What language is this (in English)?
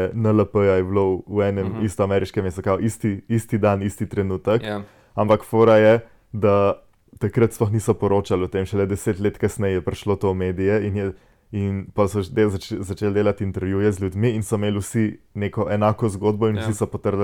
Slovenian